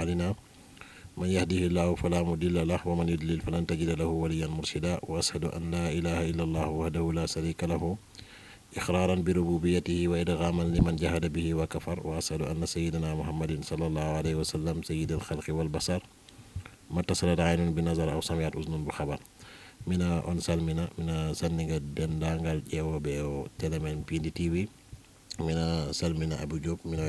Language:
Fula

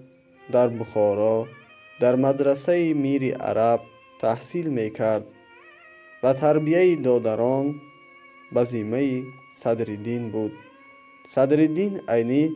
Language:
Tajik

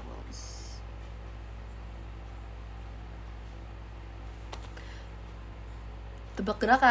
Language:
Indonesian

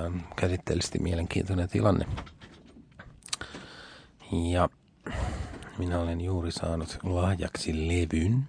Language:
Finnish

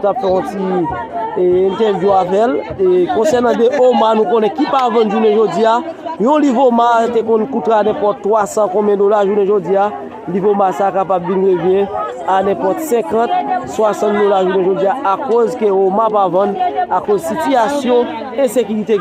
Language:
Haitian Creole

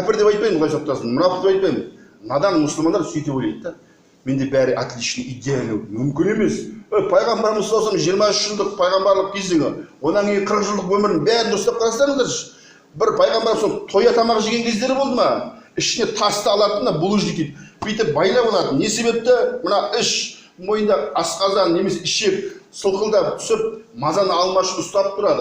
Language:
Kazakh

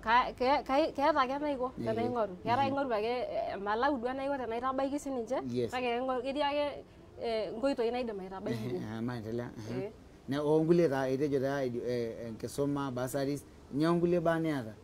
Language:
Masai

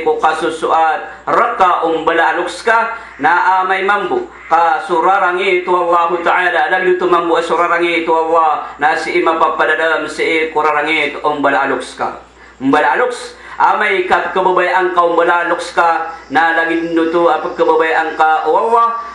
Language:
Maranao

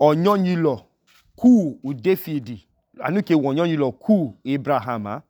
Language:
Idoma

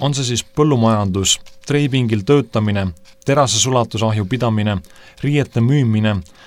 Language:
Estonian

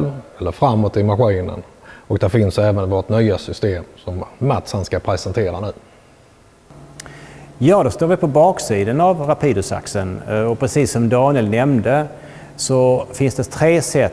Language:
Swedish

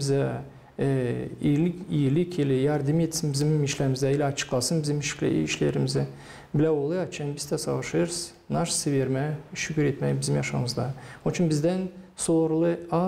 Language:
Gagauz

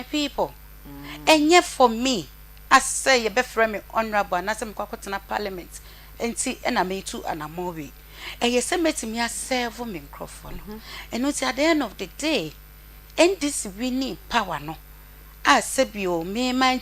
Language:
Akan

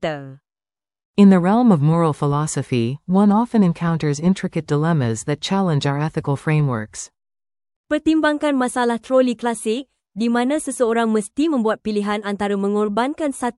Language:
Malay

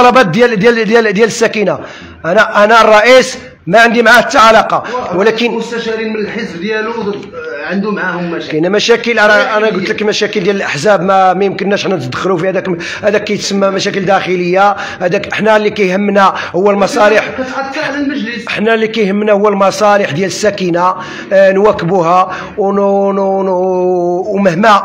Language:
Moroccan Arabic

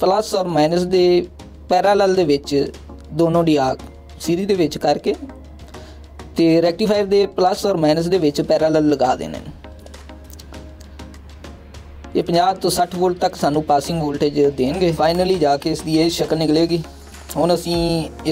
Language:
Punjabi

